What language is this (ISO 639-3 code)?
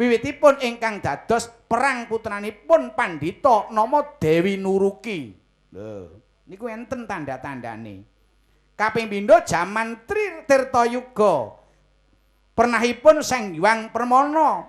jav